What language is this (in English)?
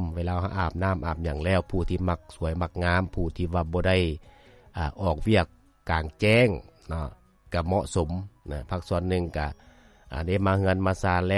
Lao